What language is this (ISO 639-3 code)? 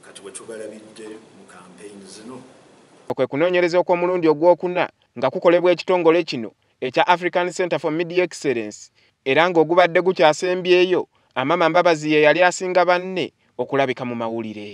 lug